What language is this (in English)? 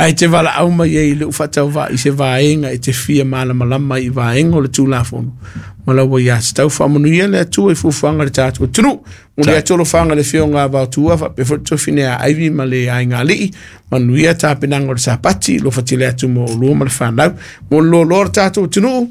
Samoan